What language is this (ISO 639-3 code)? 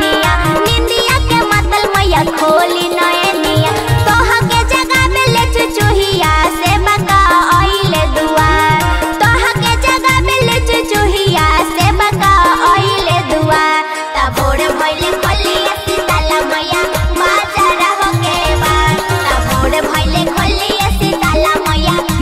bho